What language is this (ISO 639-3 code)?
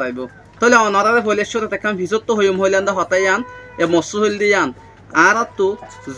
rhg